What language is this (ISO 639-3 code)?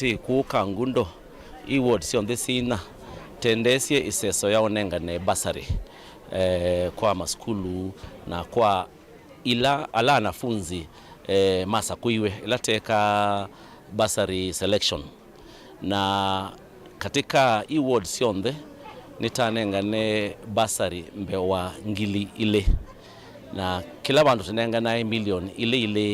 kam